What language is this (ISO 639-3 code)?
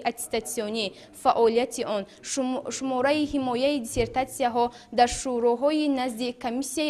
tgk